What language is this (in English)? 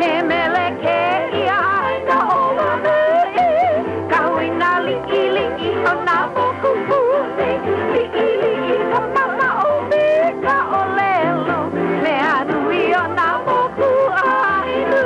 Hawaiian